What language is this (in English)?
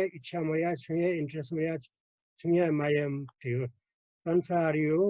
Newari